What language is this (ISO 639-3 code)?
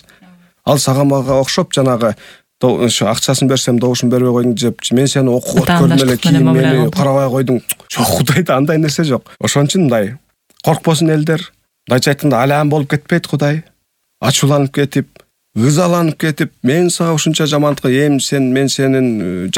kir